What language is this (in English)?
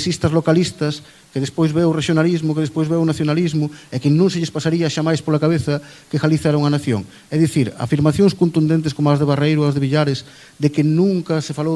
Galician